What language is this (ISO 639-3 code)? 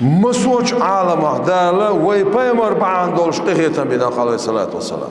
che